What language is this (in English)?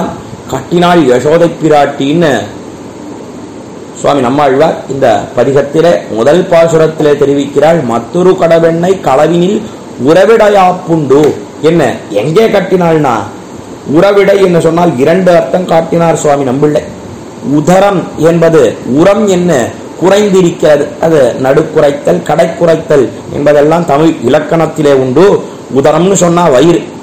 Tamil